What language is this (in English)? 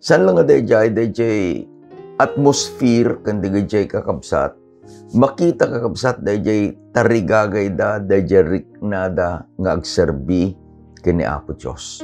Iloko